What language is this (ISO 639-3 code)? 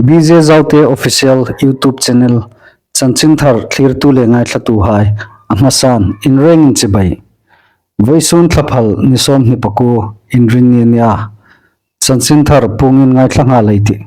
hmr